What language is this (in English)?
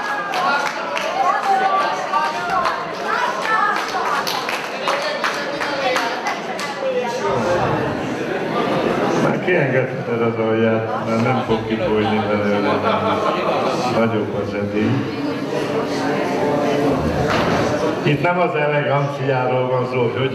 Hungarian